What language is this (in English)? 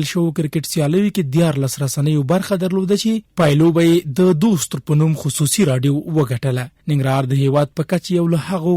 Pashto